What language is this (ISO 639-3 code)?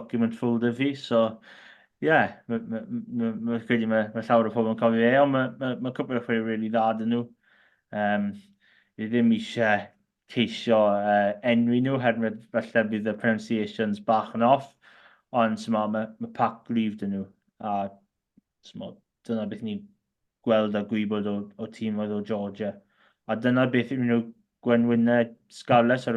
cym